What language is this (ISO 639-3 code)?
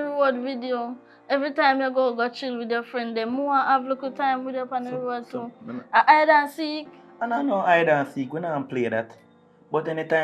jam